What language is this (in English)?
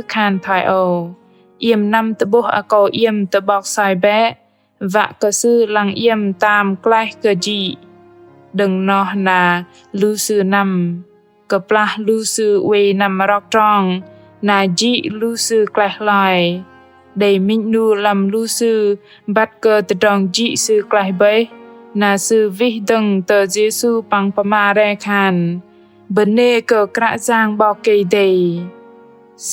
Bahnar